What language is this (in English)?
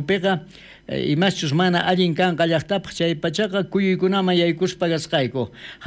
South Bolivian Quechua